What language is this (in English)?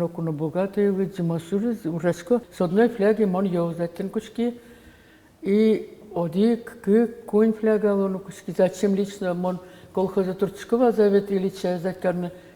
Udmurt